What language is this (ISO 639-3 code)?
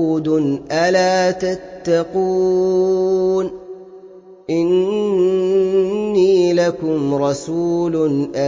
ara